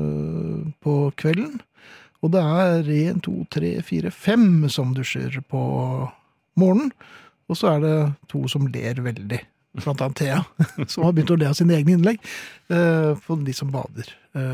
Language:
Norwegian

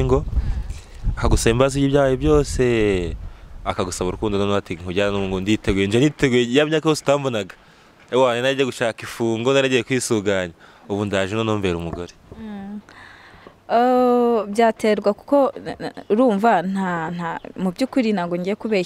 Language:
Kinyarwanda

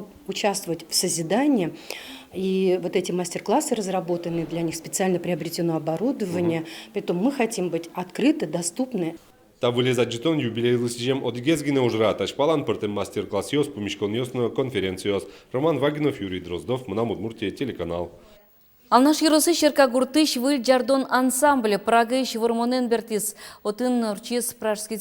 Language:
Udmurt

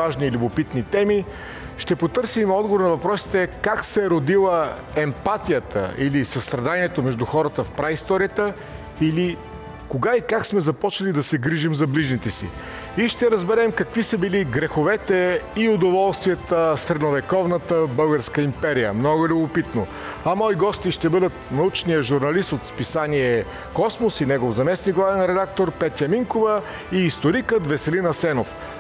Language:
Bulgarian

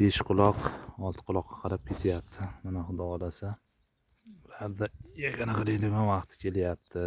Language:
Uzbek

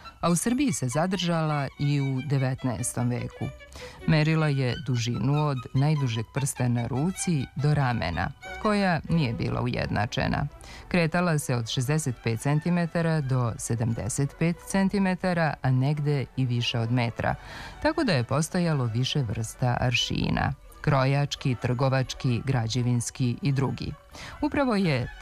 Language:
Serbian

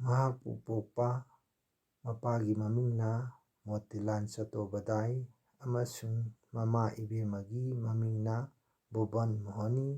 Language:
Manipuri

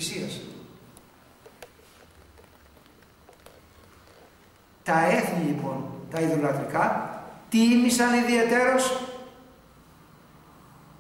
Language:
Greek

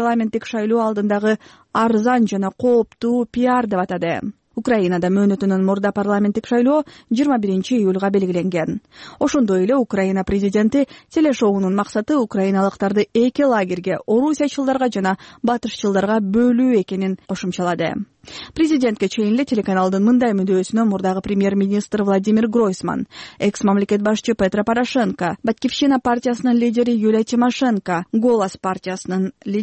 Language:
Kyrgyz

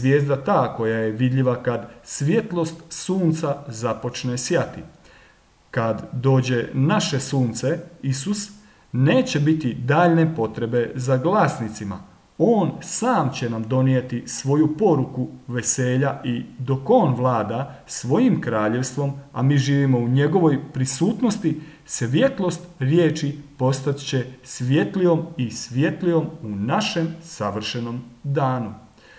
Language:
Croatian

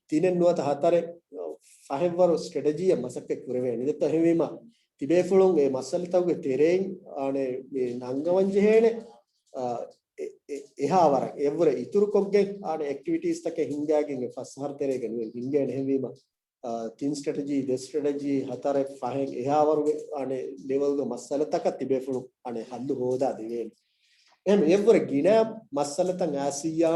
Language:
Divehi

